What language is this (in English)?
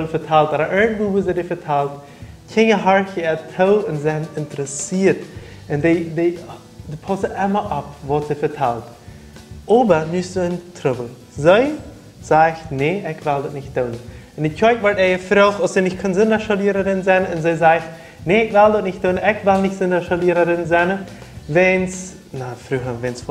Plautdietsch